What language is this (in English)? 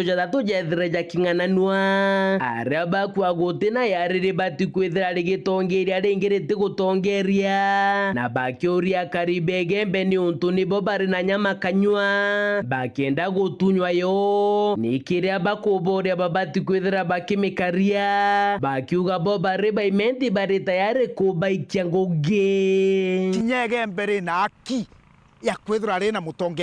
Meru